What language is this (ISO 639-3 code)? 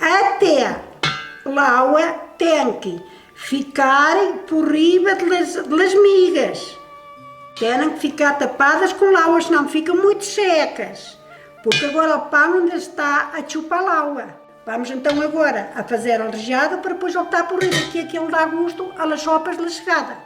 mwl